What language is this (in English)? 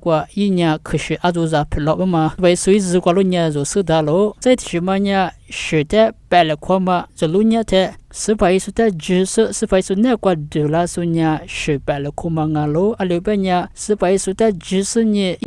Lisu